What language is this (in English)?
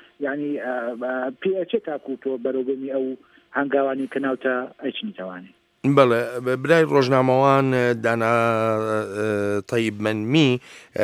Central Kurdish